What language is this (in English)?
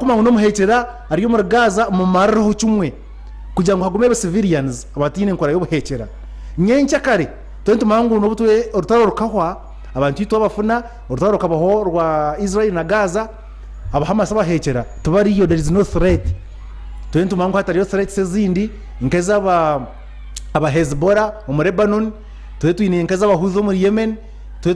Nyankole